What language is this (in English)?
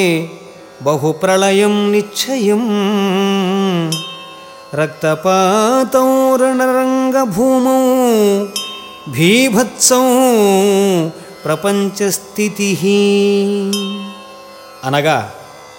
Telugu